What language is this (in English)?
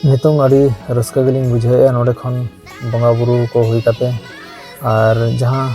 Santali